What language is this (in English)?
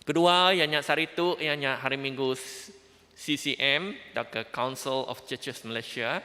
Iban